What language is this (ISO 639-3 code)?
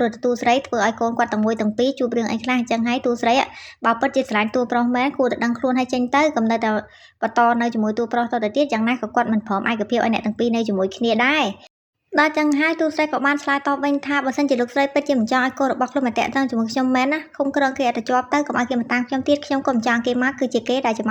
khm